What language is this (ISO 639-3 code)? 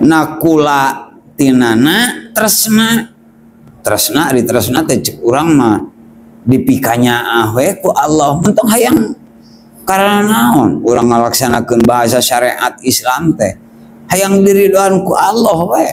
sun